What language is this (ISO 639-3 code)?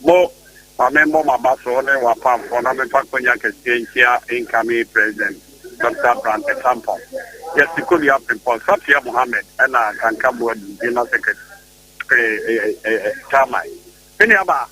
aka